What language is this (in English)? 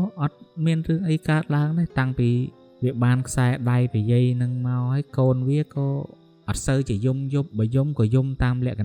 Khmer